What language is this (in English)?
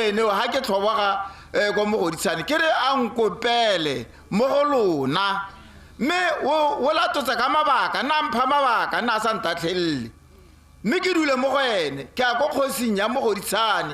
Tswana